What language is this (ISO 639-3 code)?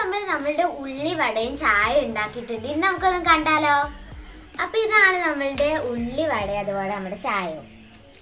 mal